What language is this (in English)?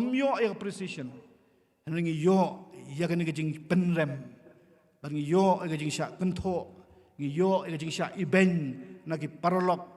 Khasi